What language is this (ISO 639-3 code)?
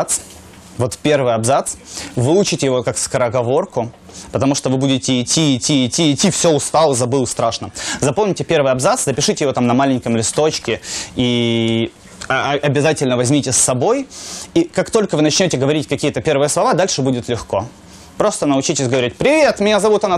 rus